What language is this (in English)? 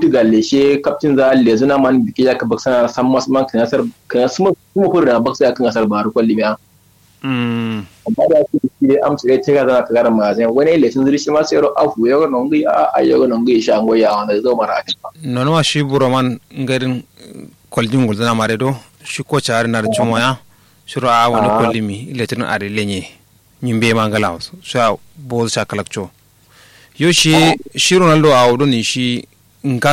Kanuri